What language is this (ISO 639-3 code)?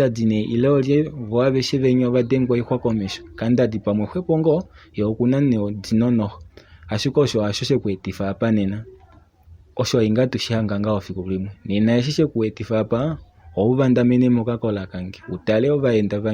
kua